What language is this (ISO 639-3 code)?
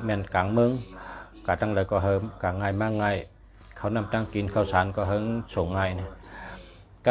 shn